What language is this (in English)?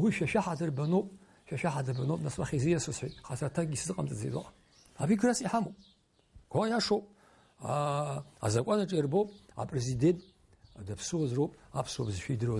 Abkhazian